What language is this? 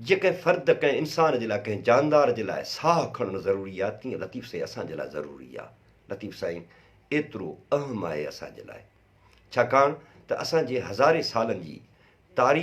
Sindhi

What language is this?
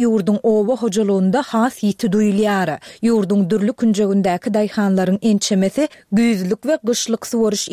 Turkmen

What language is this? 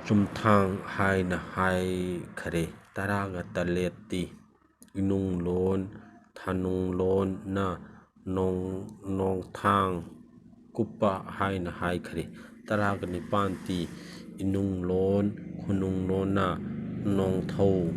Manipuri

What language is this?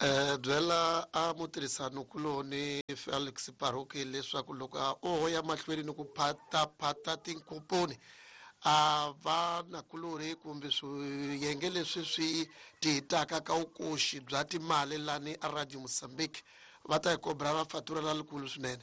Tsonga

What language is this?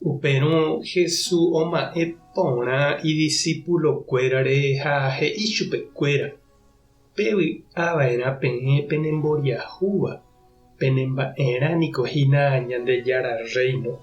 Guarani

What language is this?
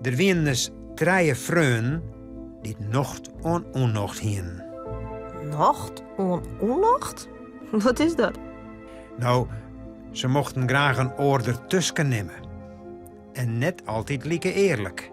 Western Frisian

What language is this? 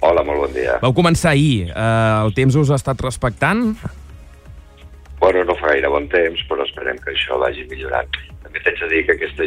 Catalan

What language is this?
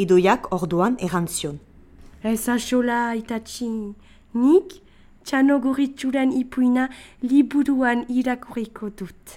Basque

